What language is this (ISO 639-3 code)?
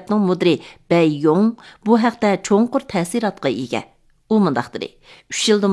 uig